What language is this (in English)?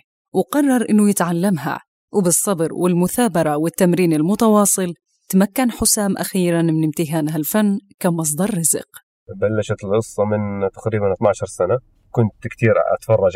North Levantine Arabic